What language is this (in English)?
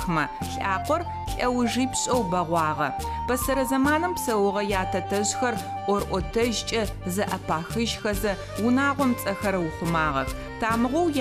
Adyghe